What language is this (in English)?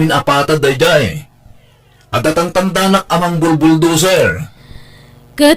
Iloko